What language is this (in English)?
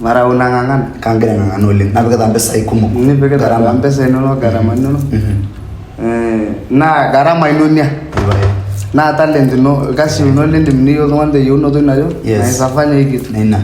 Masai